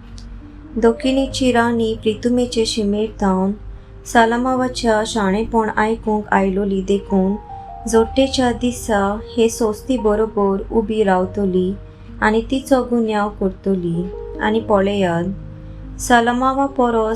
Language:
Konkani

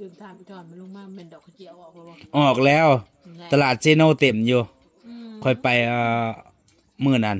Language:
Northeastern Thai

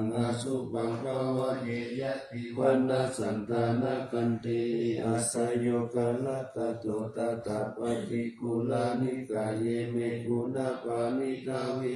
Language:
Pali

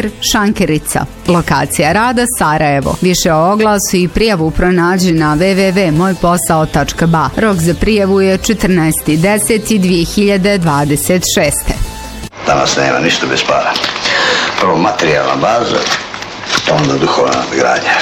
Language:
Bosnian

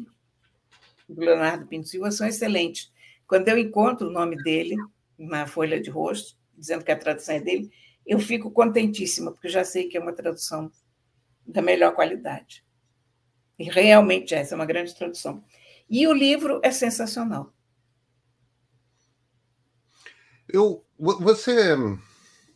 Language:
Portuguese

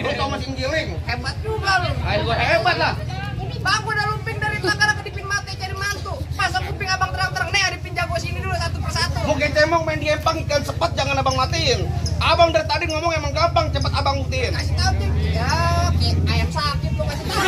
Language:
Betawi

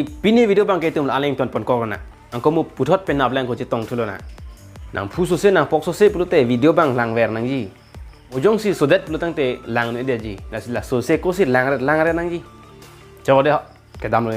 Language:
Karbi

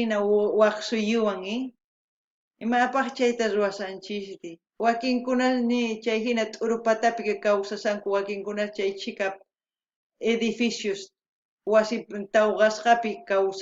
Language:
South Bolivian Quechua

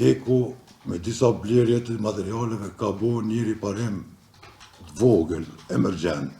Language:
Albanian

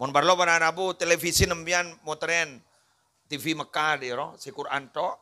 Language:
Madurese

